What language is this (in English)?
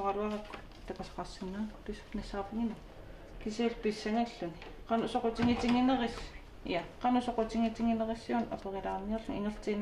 Kalaallisut